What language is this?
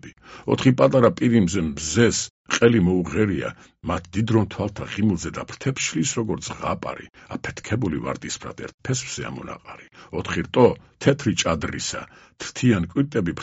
Georgian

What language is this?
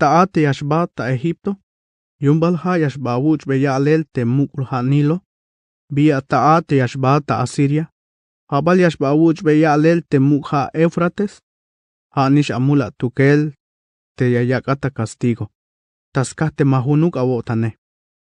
Tzeltal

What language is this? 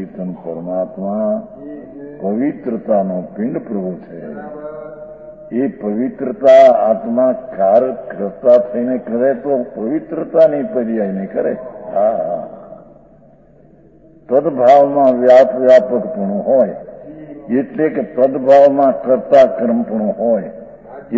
Gujarati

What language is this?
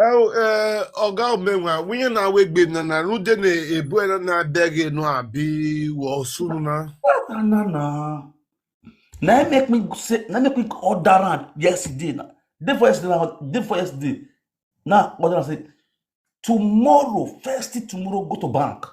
Nigerian Pidgin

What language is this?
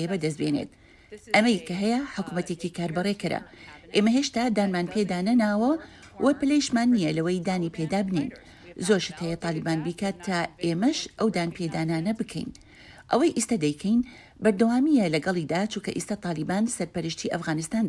Central Kurdish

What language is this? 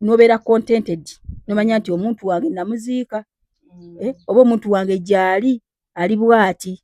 Ganda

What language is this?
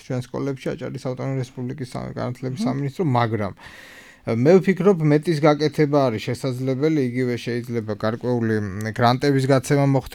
Georgian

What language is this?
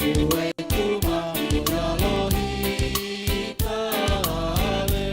Batak Simalungun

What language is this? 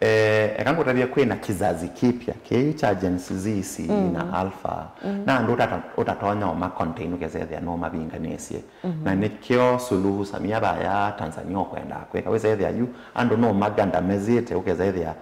Kamba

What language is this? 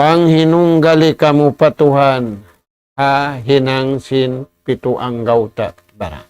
Tausug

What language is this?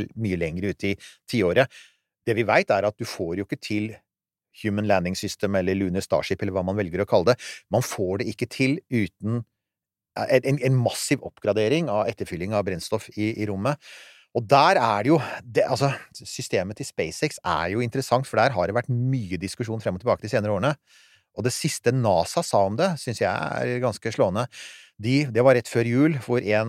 Norwegian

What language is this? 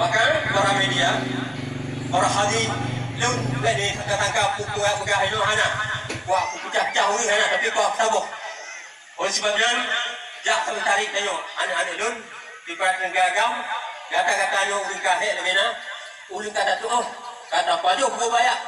Achinese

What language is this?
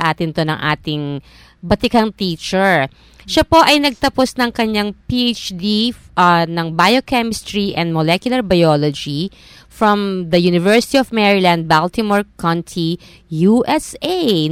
Filipino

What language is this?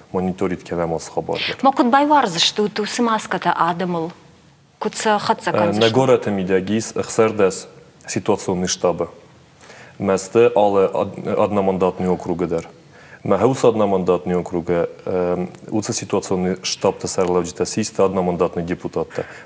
Ossetic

